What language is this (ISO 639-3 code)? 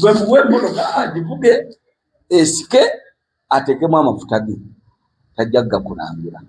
lug